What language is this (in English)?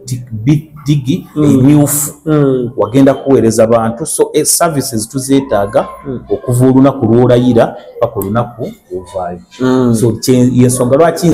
Ganda